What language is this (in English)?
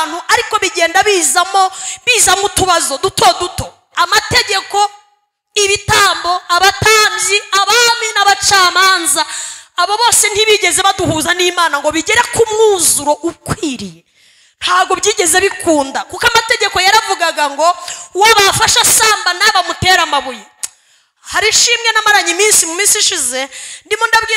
Kinyarwanda